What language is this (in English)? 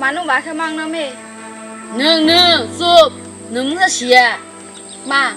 Kok Borok